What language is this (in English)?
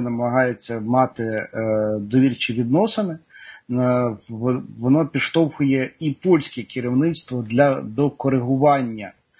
Ukrainian